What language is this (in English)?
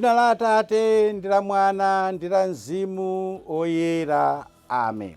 Nyanja